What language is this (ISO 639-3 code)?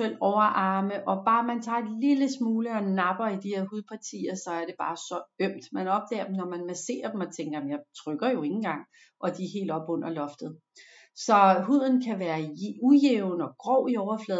dan